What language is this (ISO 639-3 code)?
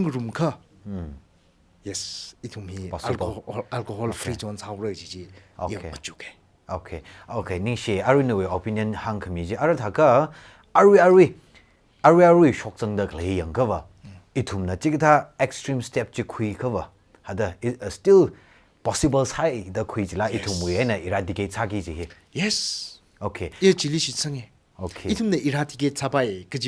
nmf